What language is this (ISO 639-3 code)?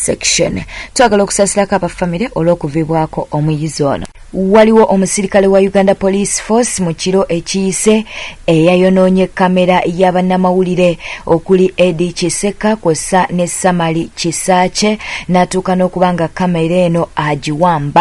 lug